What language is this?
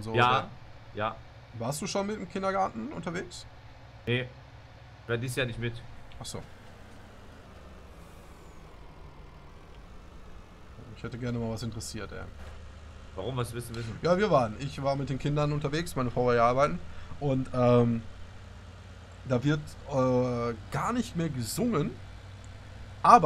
German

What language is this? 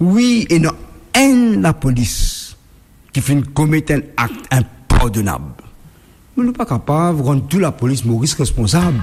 Morisyen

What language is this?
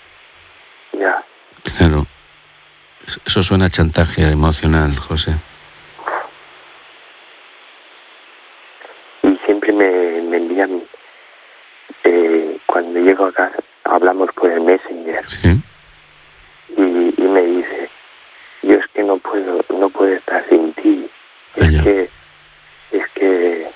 Spanish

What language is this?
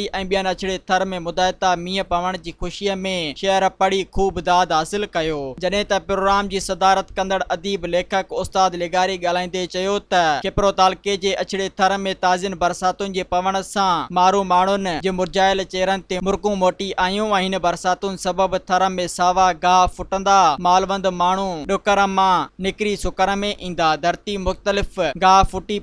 Sindhi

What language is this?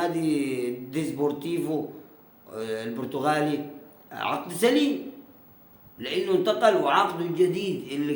Egyptian Arabic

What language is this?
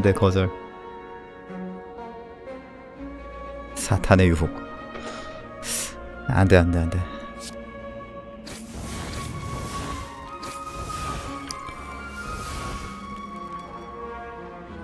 Korean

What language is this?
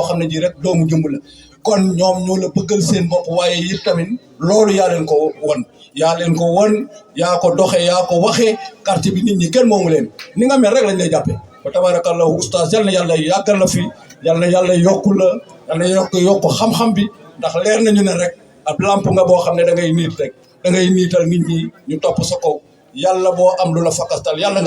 Wolof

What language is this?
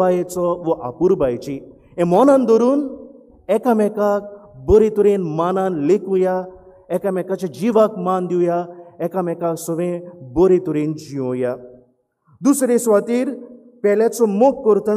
Konkani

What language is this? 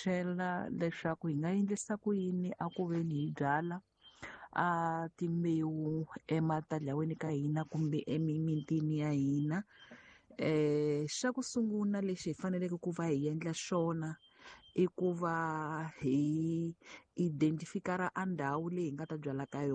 Tsonga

